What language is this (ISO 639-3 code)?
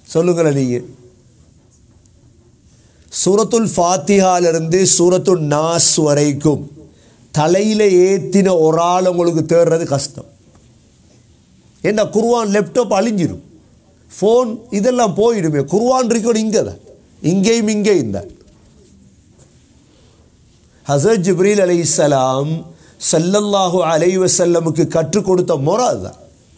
tam